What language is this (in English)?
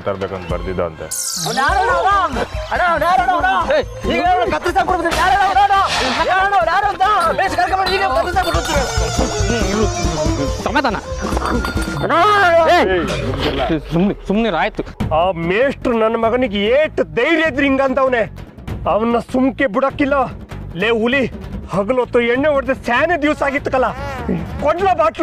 Kannada